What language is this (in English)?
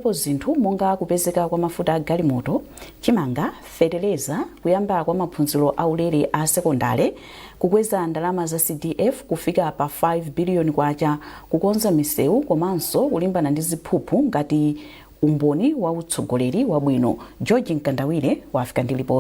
Nyanja